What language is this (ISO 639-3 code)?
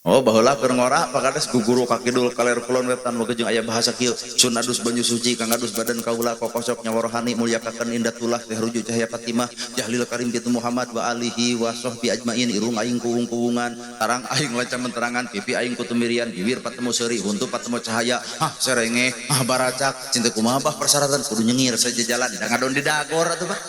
sun